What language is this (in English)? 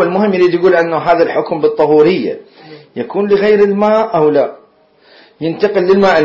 Mesopotamian Arabic